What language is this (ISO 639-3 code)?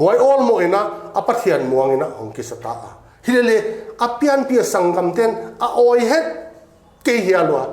pck